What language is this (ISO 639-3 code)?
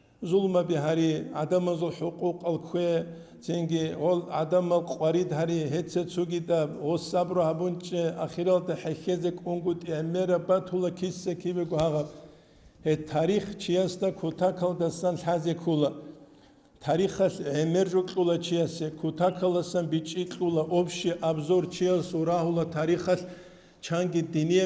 ava